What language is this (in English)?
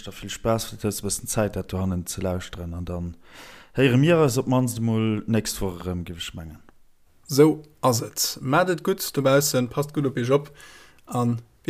Luxembourgish